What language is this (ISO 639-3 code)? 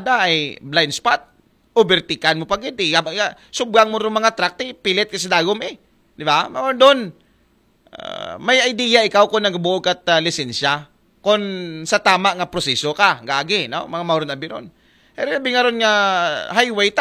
akl